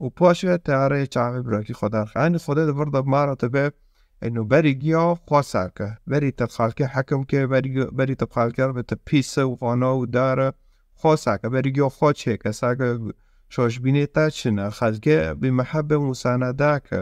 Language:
Kurdish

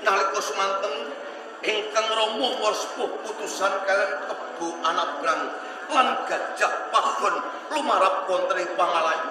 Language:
Javanese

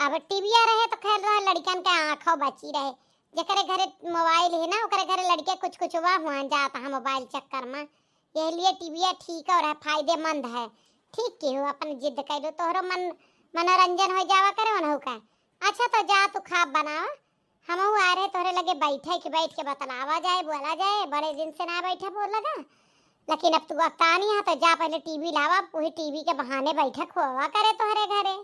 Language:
Awadhi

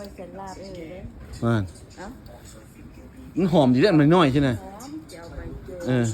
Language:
Lao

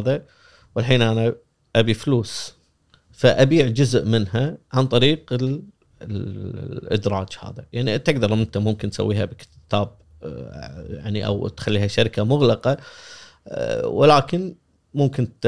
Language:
Gulf Arabic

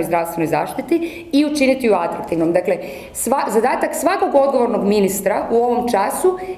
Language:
Croatian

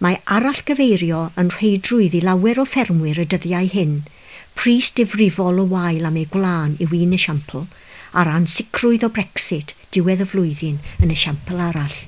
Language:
Welsh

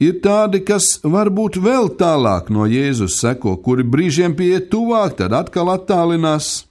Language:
Latvian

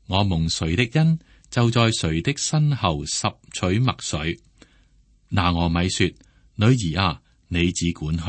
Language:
Cantonese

